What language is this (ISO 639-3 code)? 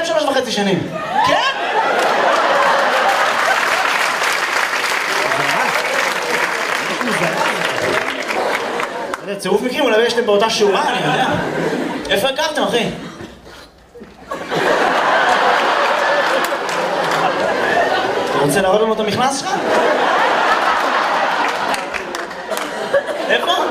heb